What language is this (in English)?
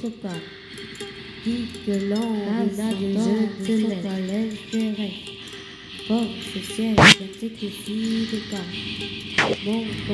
French